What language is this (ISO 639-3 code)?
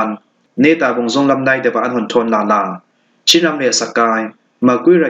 cfm